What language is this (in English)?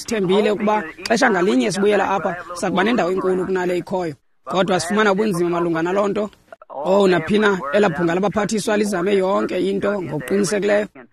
Xhosa